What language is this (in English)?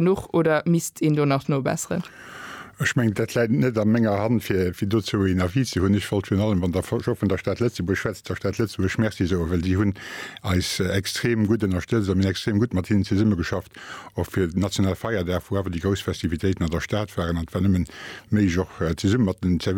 Luxembourgish